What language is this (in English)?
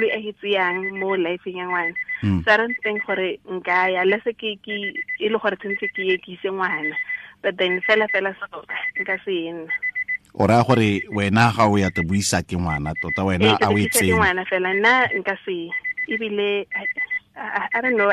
Tswana